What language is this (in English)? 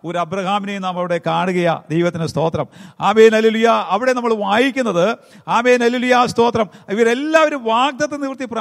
Malayalam